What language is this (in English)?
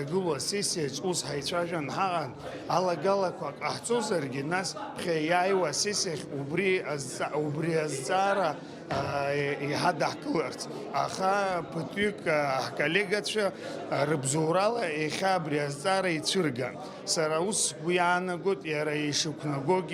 Abkhazian